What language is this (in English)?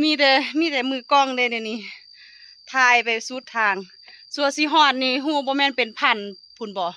Lao